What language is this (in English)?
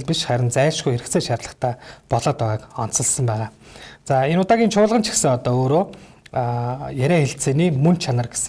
Mongolian